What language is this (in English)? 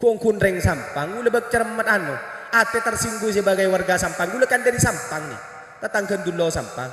Madurese